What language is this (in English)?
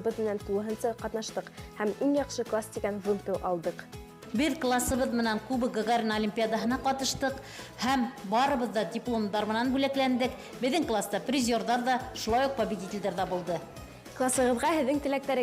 Bashkir